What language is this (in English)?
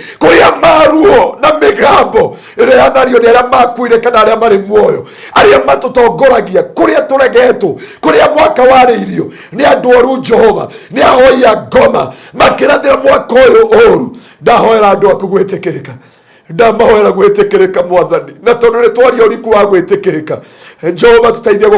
Kikuyu